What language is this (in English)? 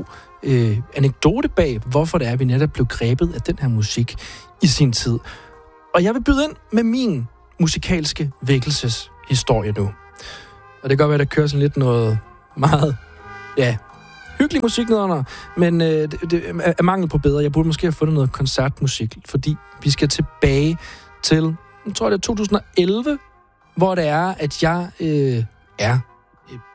Danish